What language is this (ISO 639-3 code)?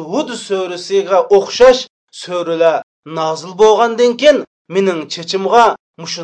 uig